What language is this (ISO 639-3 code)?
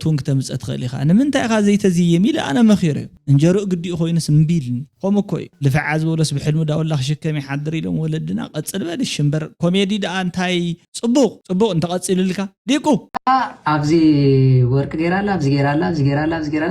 tir